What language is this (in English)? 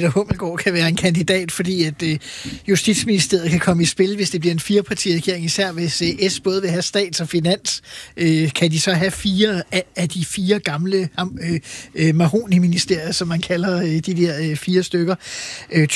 Danish